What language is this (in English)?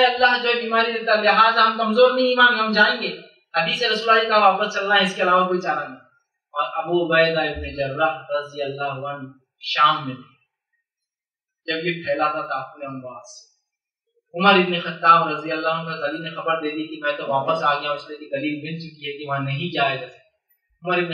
Urdu